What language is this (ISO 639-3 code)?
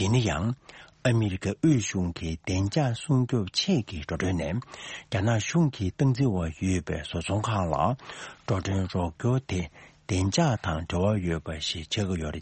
bod